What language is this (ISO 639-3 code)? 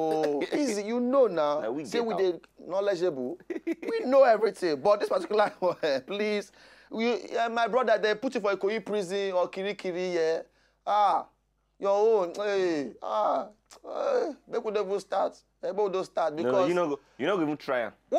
pcm